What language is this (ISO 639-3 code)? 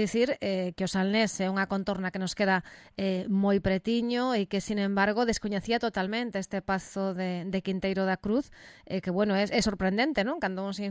glg